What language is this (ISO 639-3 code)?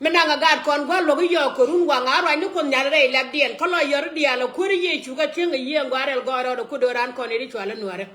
nus